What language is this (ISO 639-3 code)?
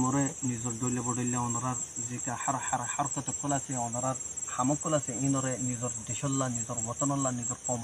rhg